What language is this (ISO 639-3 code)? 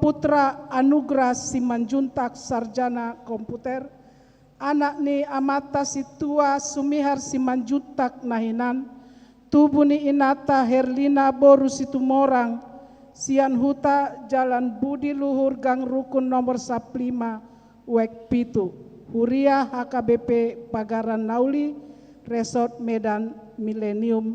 bbc